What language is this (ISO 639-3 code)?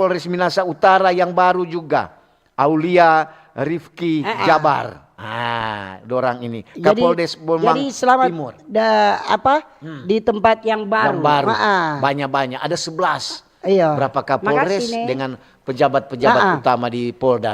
xmm